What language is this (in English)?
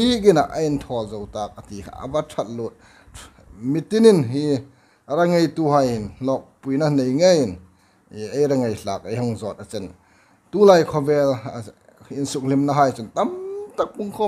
Hmar